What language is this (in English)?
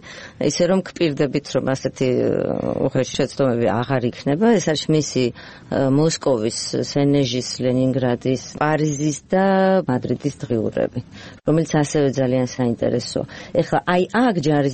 Georgian